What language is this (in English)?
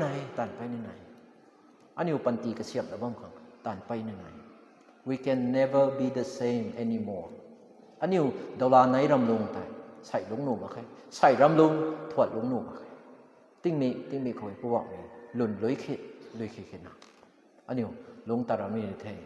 Rongmei Naga